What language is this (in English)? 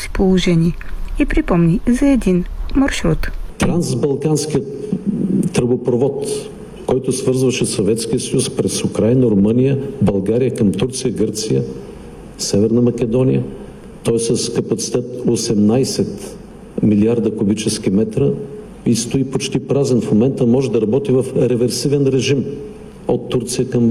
Bulgarian